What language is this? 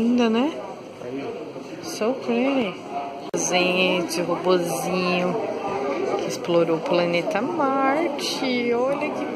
Portuguese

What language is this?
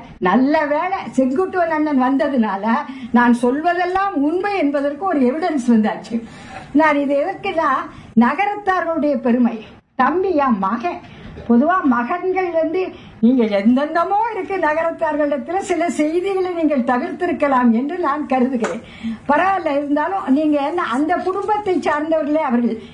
Tamil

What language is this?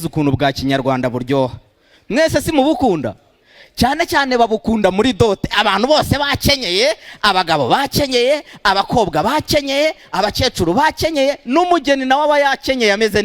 Kinyarwanda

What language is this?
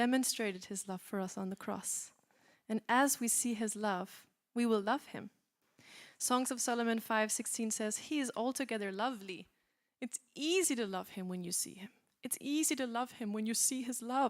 English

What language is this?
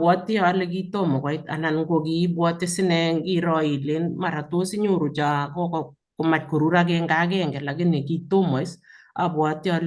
Kalenjin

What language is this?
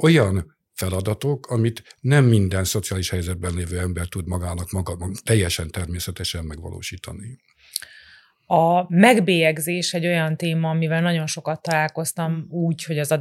Hungarian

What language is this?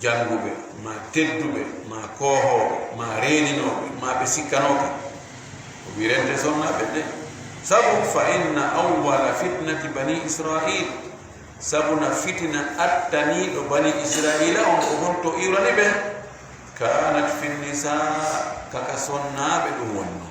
Fula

